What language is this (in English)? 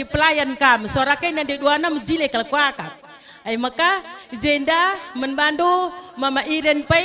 Batak Karo